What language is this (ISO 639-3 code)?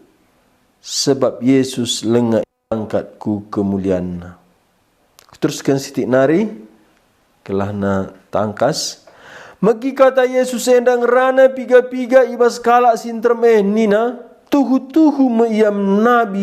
btx